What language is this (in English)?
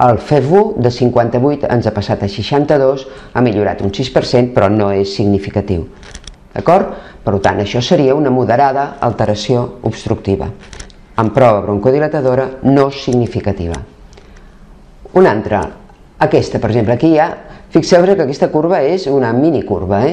Catalan